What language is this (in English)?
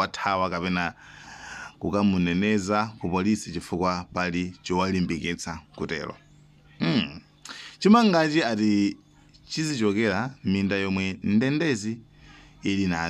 Nyanja